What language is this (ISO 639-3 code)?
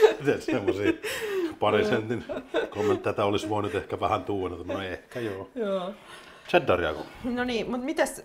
fin